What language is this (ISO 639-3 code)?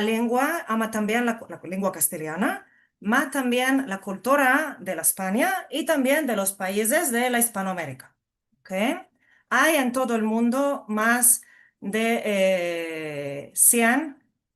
lad